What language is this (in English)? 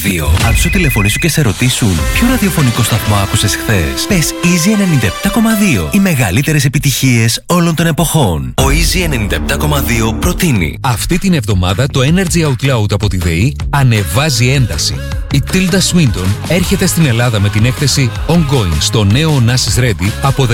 Greek